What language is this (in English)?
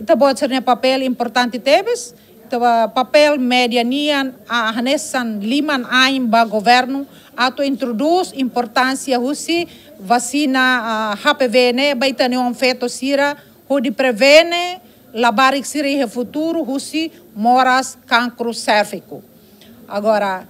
Tetum